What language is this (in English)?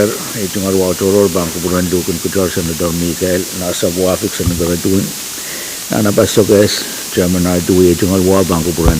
Pohnpeian